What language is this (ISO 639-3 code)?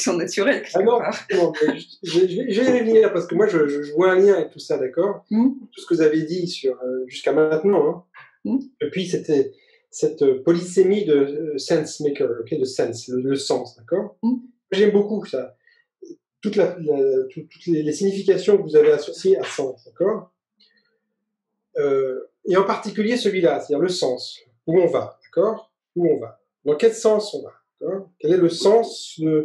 fra